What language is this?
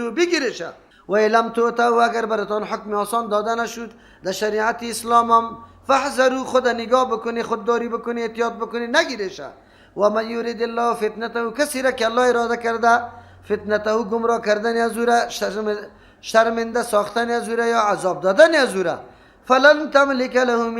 Persian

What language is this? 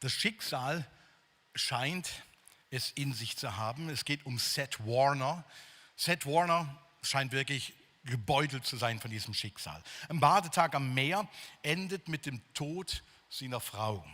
Swiss German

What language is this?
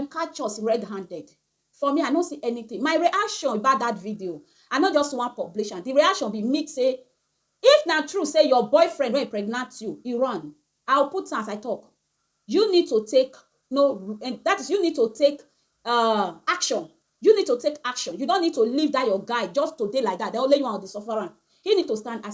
Nigerian Pidgin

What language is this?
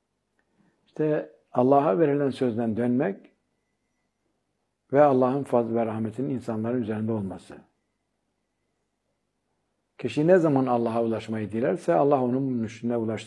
Turkish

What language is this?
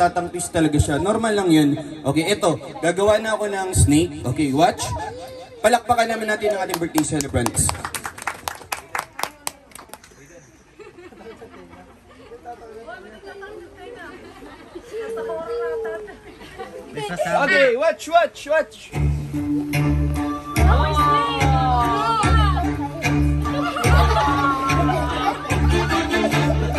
Filipino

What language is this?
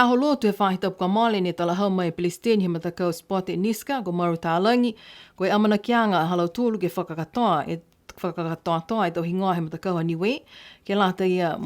Niuean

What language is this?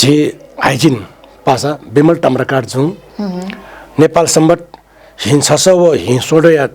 Newari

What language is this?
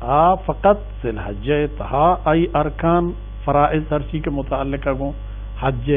Baluchi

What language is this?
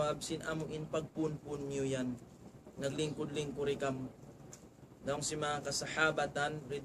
Tausug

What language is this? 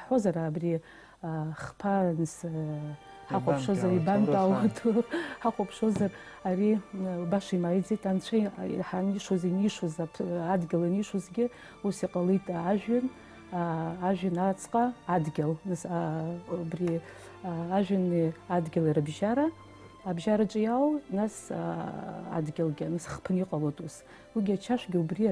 Abkhazian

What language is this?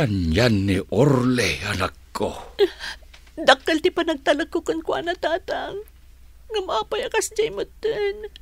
Iloko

